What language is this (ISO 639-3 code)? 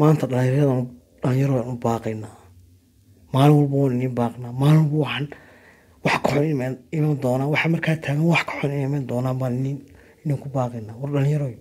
som